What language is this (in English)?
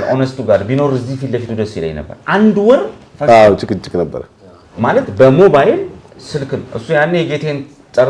Amharic